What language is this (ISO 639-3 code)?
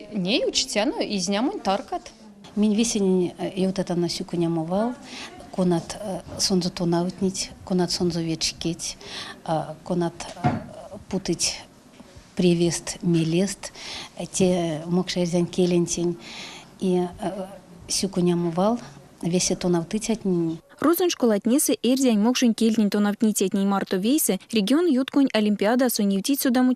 myv